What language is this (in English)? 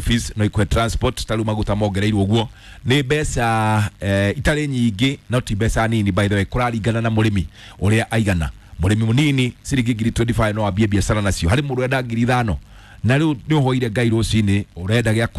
Kikuyu